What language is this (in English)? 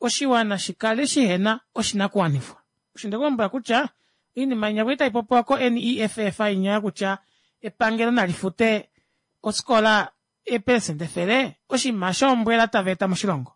Kuanyama